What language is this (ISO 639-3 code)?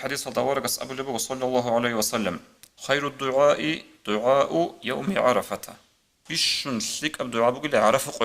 ava